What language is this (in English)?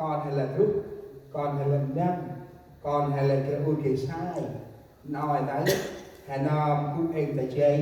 Central Mnong